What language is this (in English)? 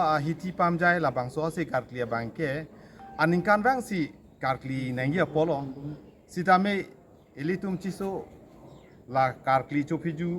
Karbi